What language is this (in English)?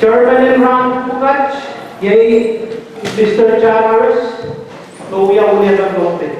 Pohnpeian